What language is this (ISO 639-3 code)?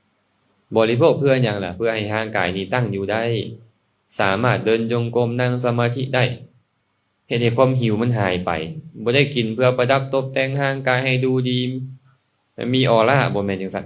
lao